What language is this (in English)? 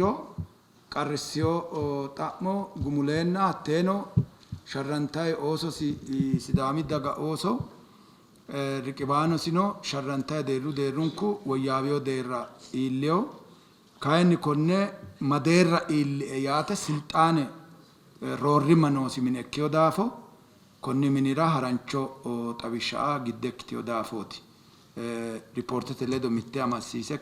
Sidamo